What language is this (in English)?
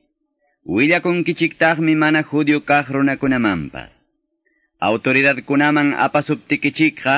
Quechua